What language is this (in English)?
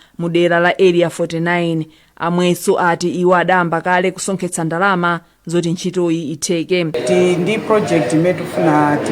Nyanja